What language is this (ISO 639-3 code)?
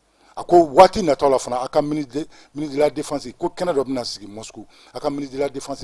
bam